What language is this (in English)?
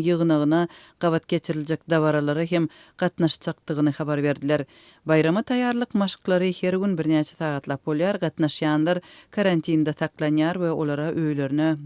Turkmen